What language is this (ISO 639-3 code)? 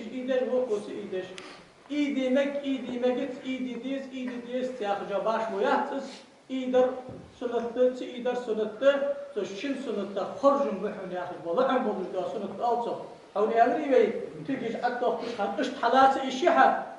inh